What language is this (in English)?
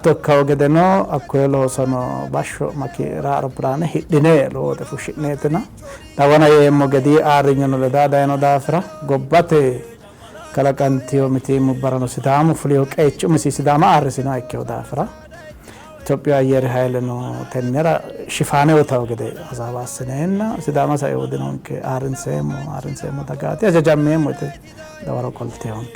Sidamo